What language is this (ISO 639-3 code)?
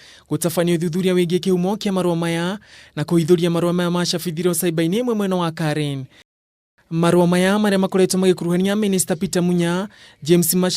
kik